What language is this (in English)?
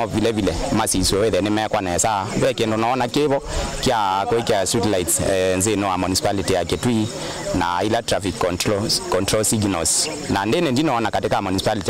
Kamba